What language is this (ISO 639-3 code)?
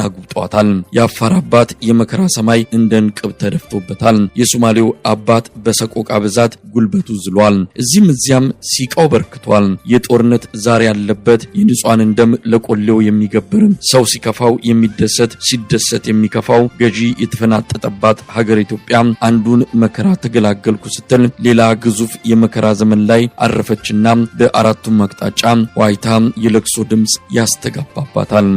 amh